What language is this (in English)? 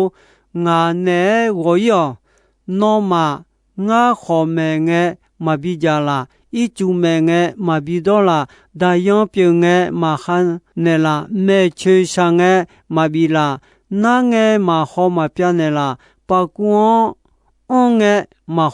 Akha